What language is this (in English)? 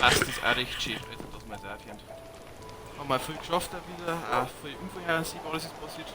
Bavarian